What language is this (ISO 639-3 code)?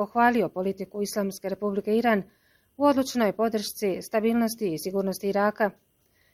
bos